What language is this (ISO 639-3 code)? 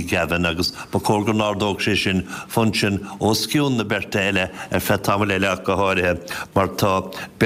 gle